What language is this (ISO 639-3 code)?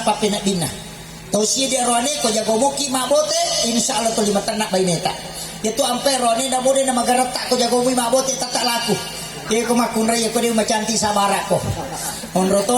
bug